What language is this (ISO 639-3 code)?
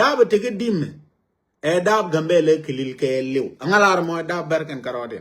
nus